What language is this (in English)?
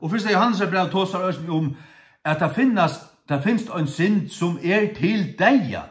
Faroese